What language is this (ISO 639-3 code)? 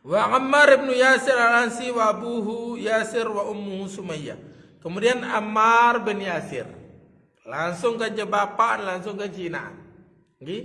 sas